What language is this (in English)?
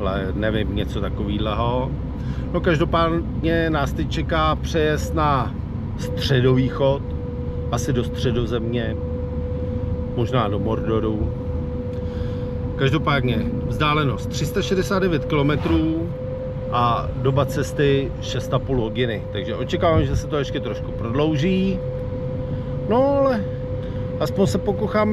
Czech